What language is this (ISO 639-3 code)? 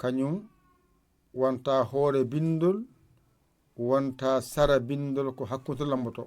ful